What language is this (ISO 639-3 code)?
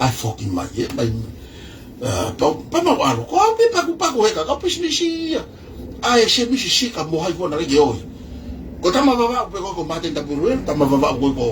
ton